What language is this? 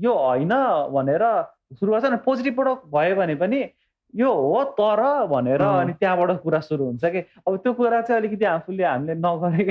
Nepali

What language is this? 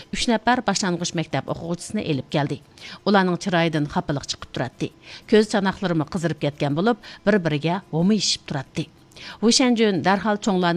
Uyghur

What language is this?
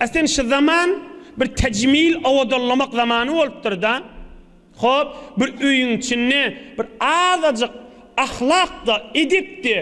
Turkmen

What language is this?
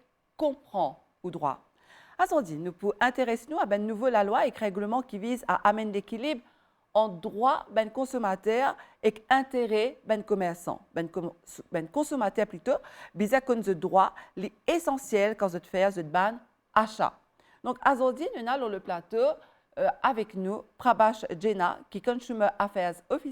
Morisyen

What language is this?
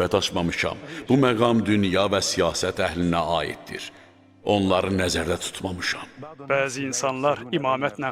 Azerbaijani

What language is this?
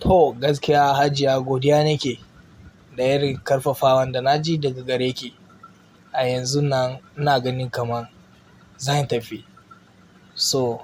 Hausa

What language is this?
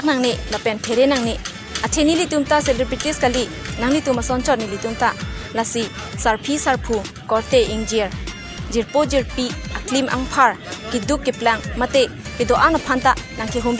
Karbi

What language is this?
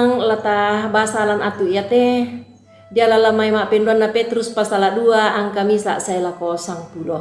Toraja-Sa'dan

